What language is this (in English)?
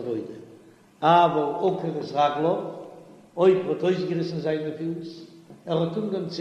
Yiddish